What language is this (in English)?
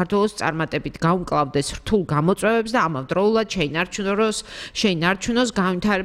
Georgian